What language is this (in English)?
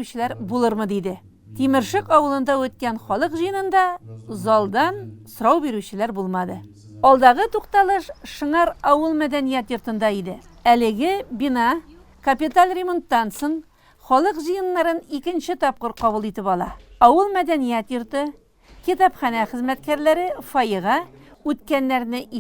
Tatar